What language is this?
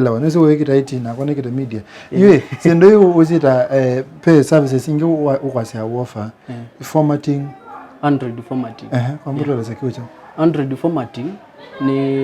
Kamba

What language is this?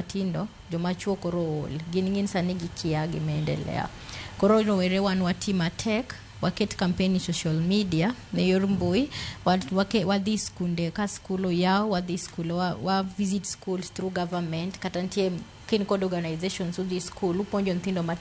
Luo (Kenya and Tanzania)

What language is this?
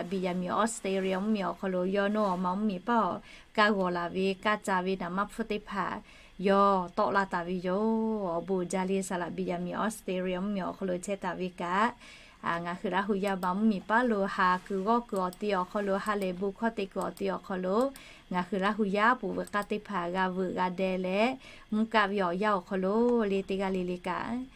Lahu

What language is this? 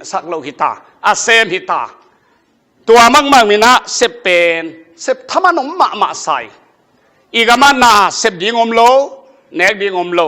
Tedim Chin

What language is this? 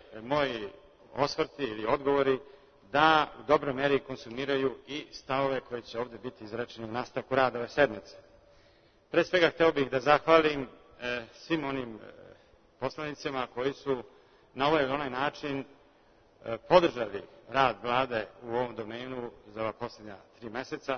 Serbian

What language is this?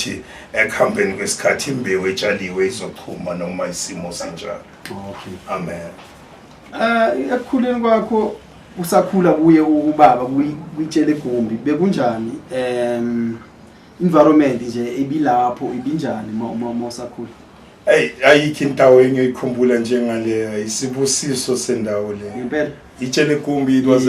Zulu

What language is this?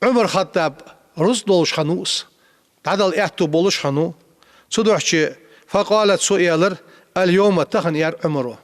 Ingush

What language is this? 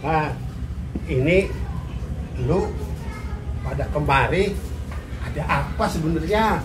Betawi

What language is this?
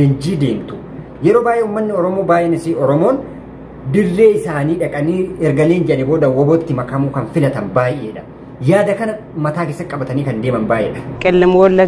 Oromo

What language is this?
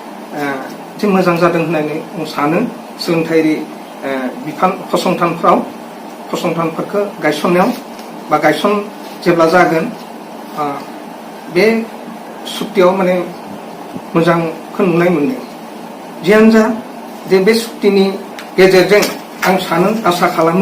Bodo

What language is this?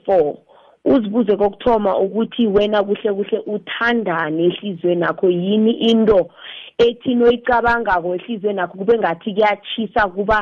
South Ndebele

